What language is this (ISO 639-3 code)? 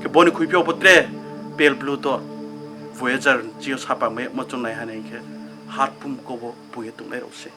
ria